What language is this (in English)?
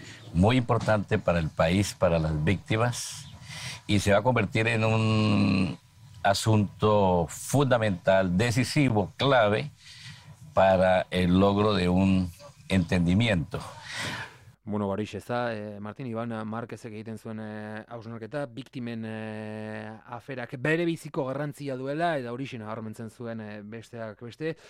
Basque